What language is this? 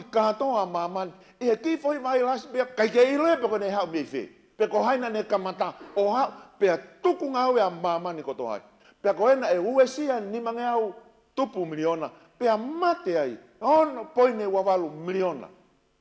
Tongan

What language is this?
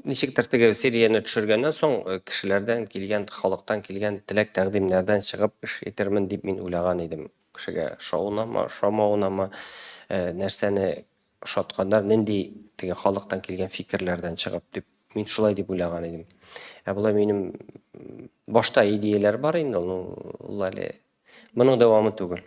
Tatar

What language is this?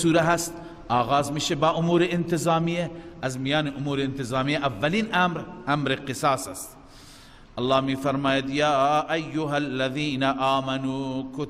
Persian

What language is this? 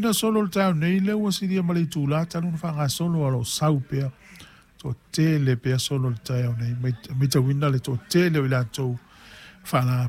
Samoan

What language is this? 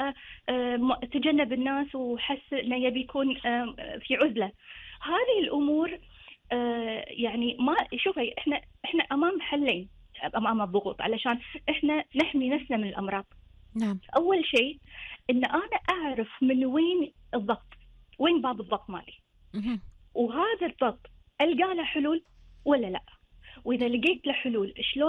Gulf Arabic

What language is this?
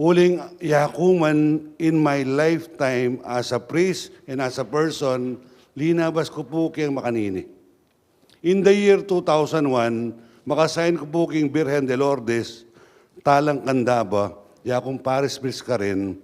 Pampanga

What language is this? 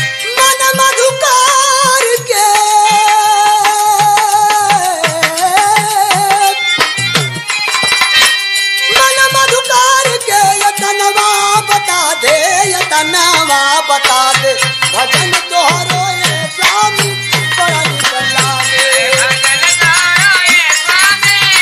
Bhojpuri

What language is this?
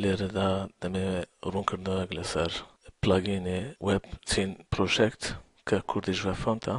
Central Kurdish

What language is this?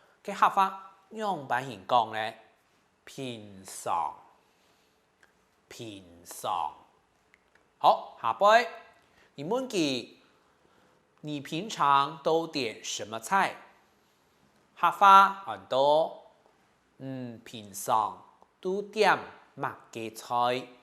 Hakka Chinese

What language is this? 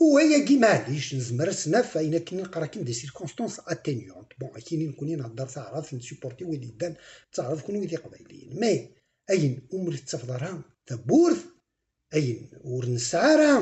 Kabyle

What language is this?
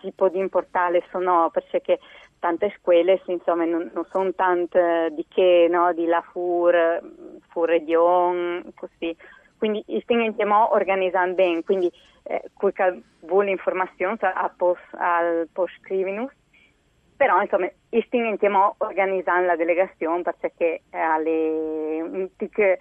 Friulian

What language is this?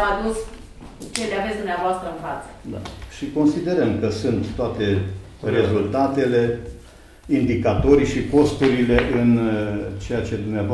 Romanian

